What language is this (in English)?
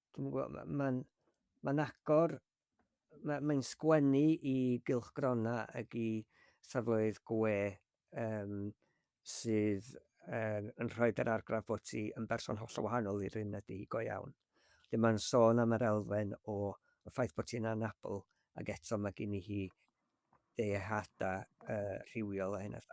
Welsh